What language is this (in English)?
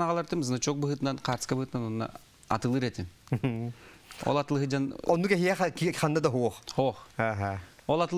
Yakut